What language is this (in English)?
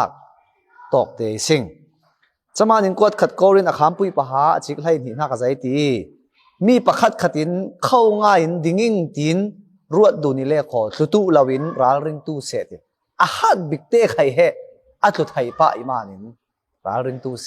Falam Chin